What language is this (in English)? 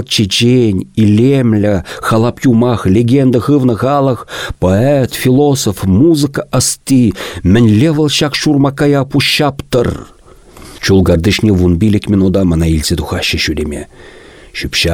Chuvash